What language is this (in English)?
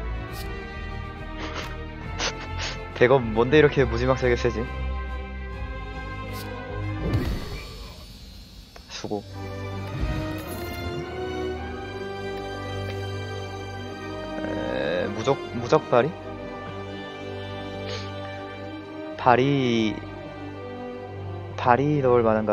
Korean